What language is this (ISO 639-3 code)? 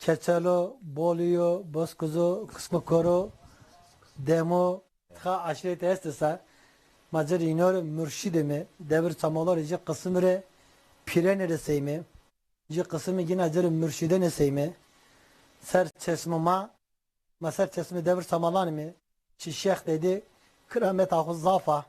zza